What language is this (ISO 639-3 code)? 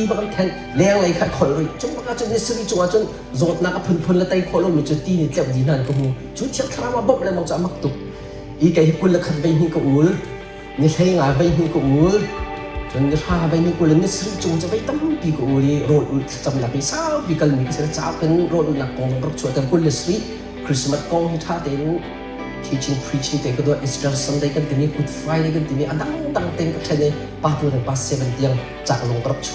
cnh